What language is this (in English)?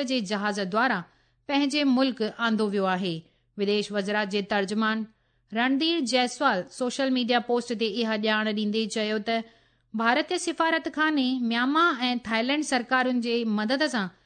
Sindhi